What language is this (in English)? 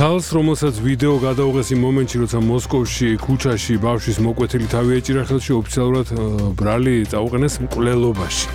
Georgian